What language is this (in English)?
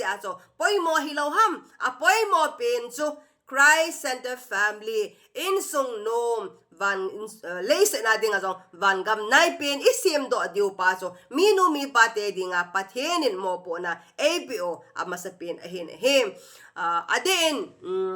Thado Chin